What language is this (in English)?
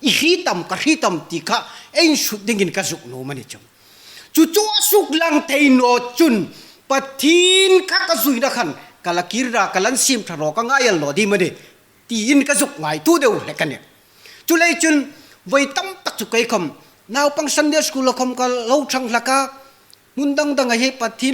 Hmar